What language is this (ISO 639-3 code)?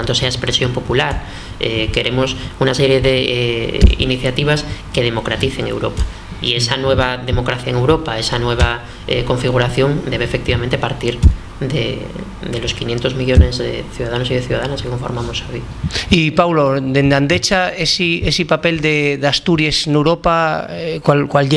ast